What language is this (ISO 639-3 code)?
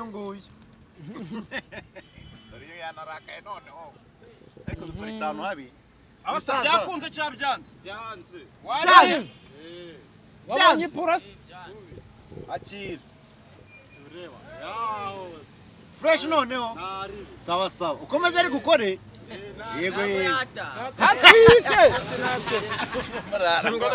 kin